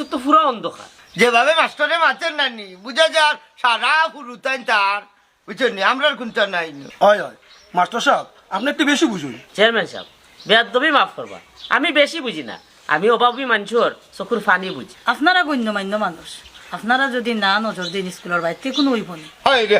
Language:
Sylheti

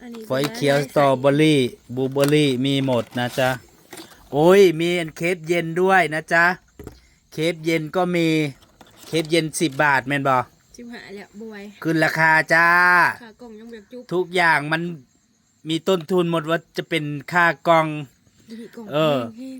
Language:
Northeastern Thai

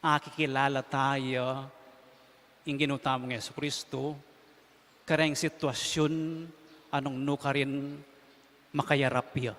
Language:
Pampanga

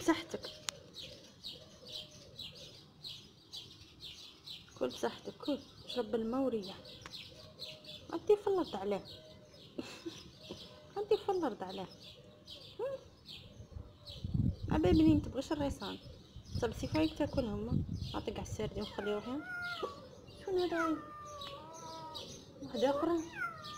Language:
Moroccan Arabic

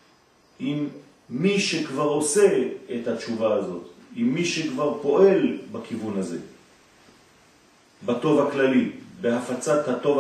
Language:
Hebrew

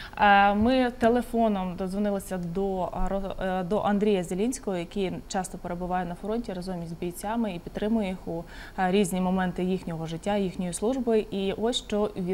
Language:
Ukrainian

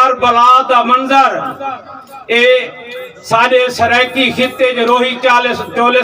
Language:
Saraiki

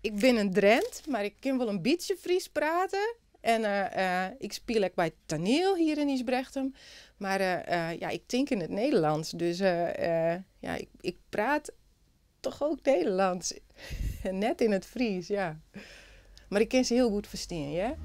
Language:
Western Frisian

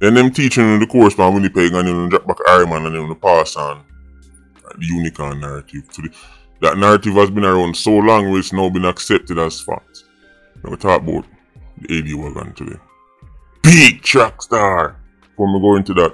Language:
Jamaican Creole English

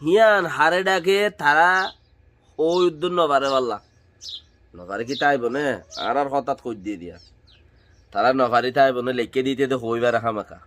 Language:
Rohingya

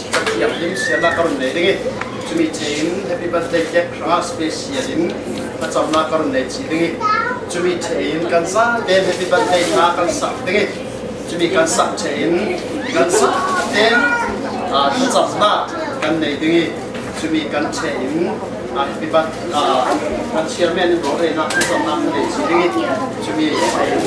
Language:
Falam Chin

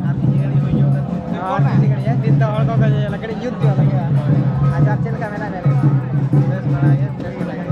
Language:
Santali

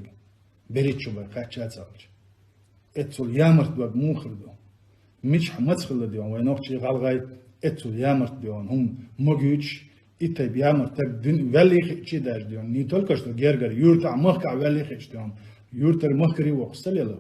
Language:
Chechen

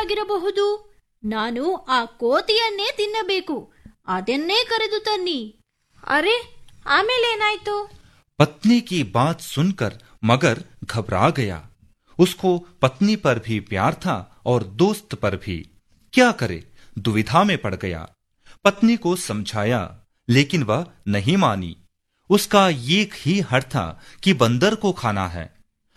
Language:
Kannada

